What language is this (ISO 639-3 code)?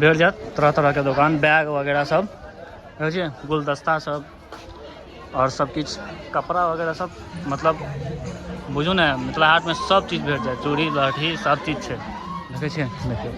mai